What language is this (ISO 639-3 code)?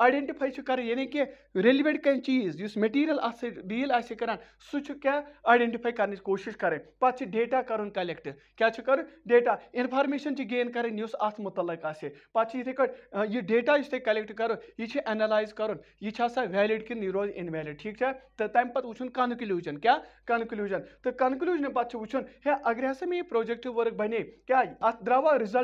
kas